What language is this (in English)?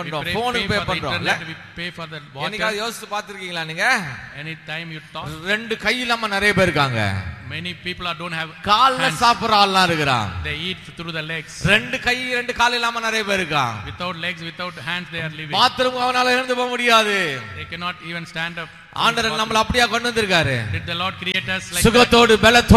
Tamil